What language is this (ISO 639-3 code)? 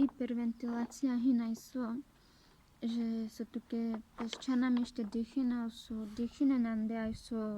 rmc